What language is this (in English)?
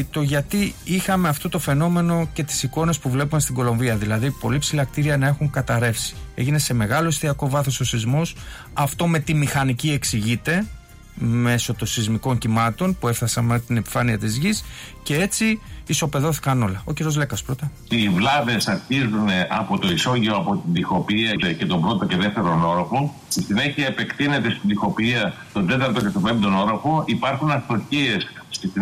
Greek